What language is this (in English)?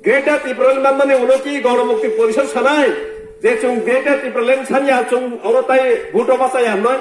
Kok Borok